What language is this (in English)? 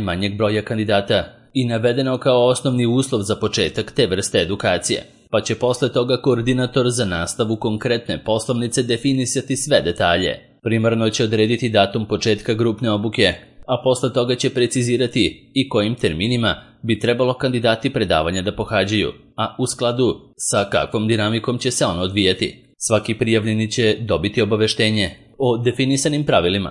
Serbian